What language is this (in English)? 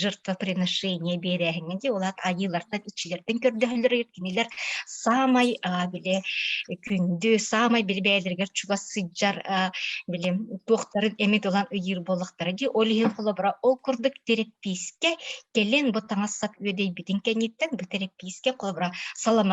Yakut